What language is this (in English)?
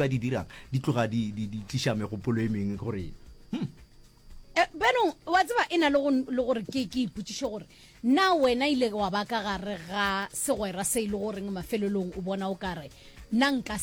Northern Sotho